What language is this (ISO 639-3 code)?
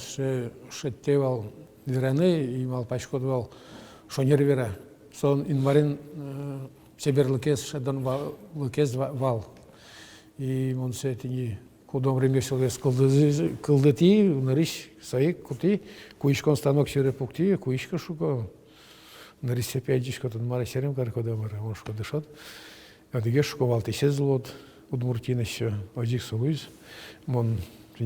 udm